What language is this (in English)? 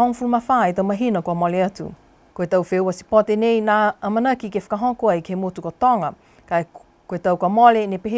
Niuean